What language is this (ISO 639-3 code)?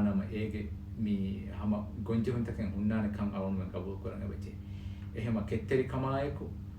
div